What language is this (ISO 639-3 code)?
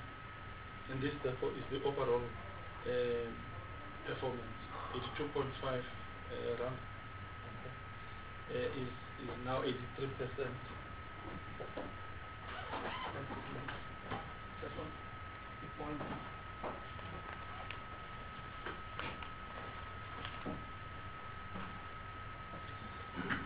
eng